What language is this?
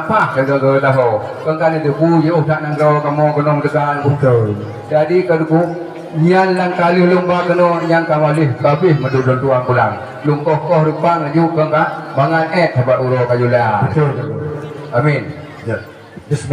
Achinese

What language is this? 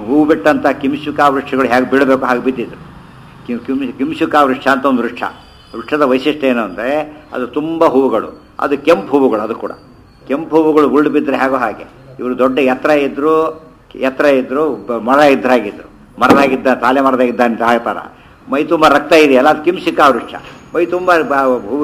Kannada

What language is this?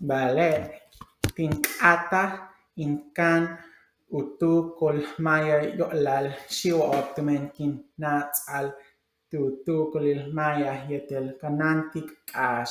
Yucateco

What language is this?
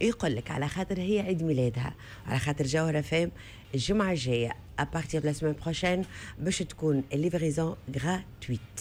Tunisian Arabic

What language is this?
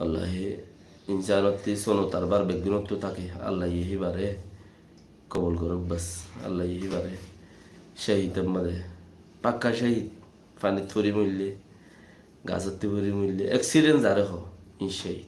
Rohingya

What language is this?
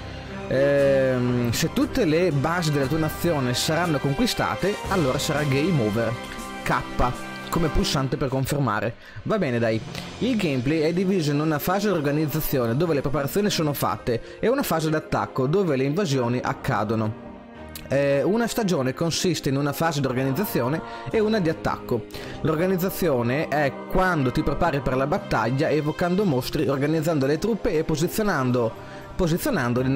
Italian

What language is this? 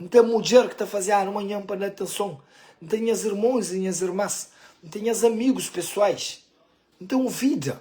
Kabuverdianu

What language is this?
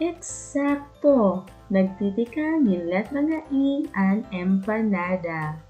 Waray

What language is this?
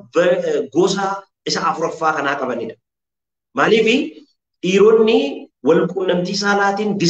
Oromo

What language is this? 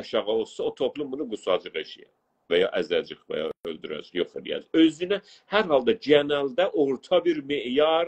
South Azerbaijani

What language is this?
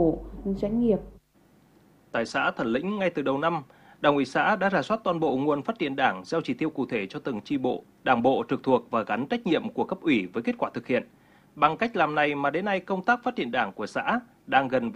Vietnamese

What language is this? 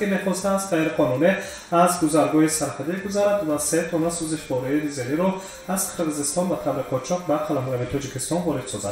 Tajik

